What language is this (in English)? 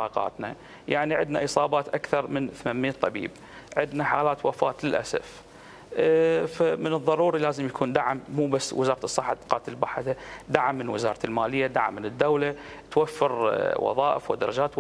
Mesopotamian Arabic